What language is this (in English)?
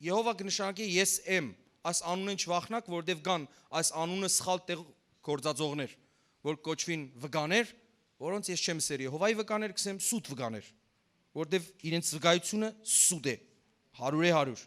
Western Armenian